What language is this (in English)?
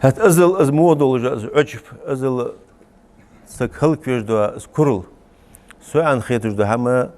Ingush